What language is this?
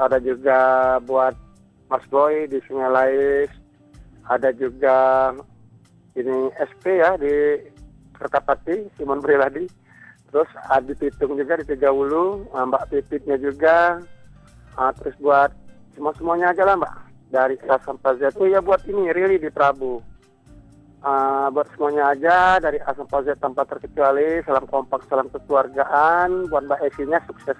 Indonesian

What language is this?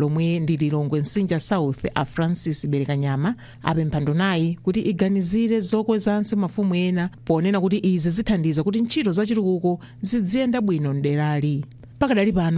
Nyanja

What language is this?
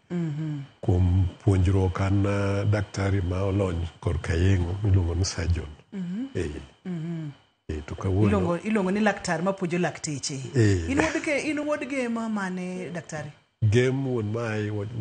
Luo (Kenya and Tanzania)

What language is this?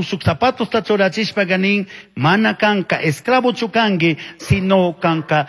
Chimborazo Highland Quichua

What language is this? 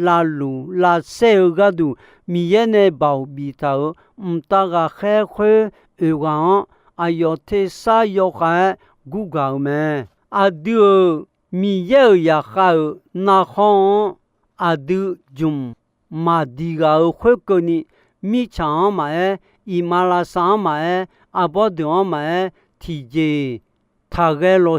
Akha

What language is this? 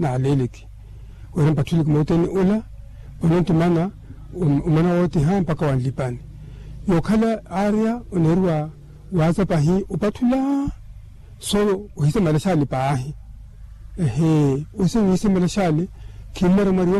Makhuwa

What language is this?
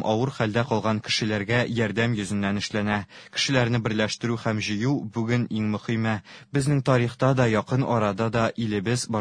Tatar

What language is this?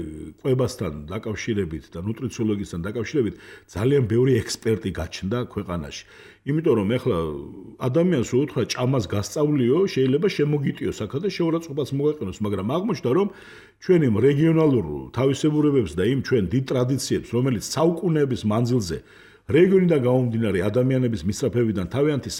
Georgian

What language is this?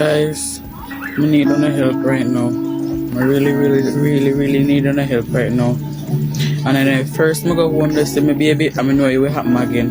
Jamaican Creole English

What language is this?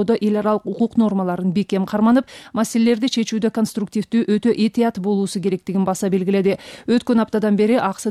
Kyrgyz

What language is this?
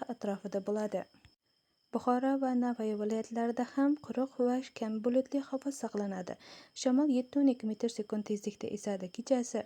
Uzbek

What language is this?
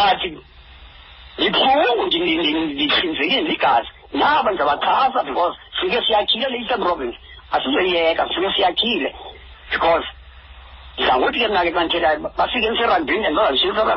Xhosa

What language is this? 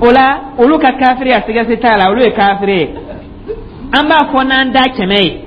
Dyula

